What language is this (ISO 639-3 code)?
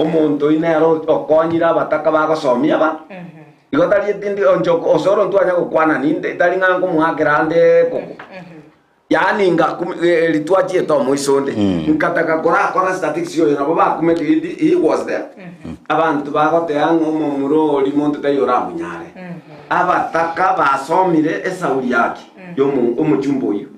guz